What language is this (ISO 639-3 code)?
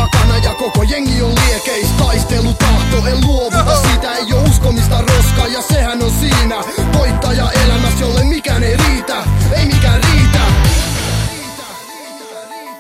fin